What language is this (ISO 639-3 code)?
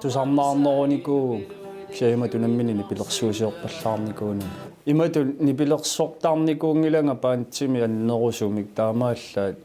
kal